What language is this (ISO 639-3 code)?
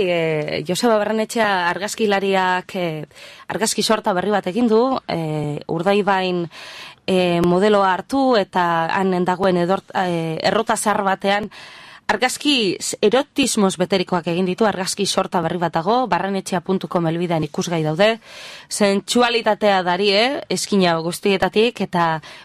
eus